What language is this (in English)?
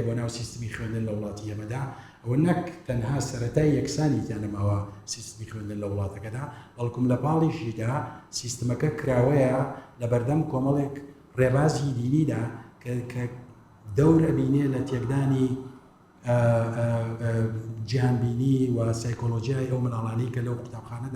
Central Kurdish